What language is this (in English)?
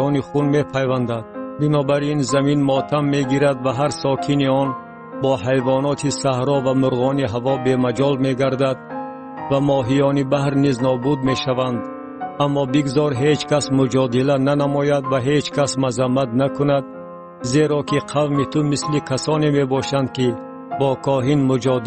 Tajik